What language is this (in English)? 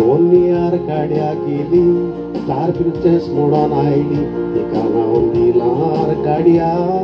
Konkani